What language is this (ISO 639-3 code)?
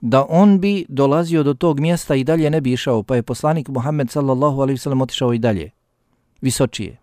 bos